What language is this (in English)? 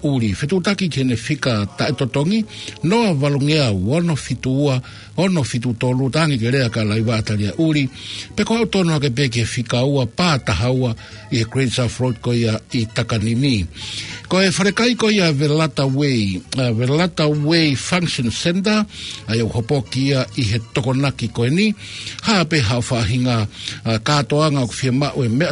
Tongan